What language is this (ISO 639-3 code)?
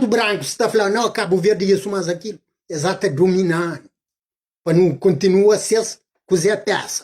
kea